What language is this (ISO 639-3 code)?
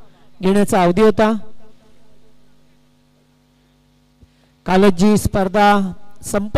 mar